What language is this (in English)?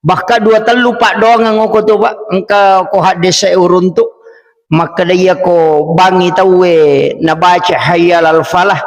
Buginese